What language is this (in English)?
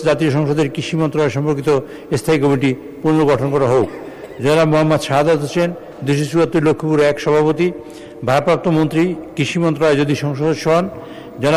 Bangla